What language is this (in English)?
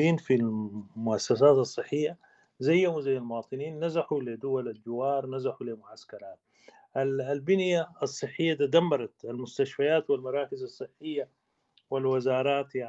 Sudanese Arabic